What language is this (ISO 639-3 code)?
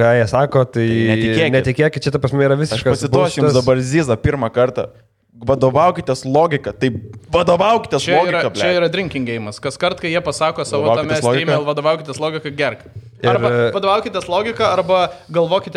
lit